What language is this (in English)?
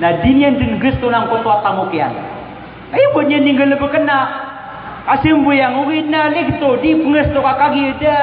Maranao